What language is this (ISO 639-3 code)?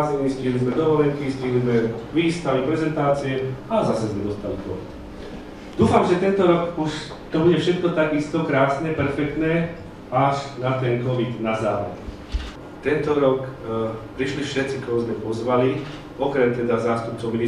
slk